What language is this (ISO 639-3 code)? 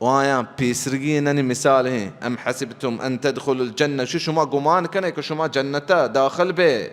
bal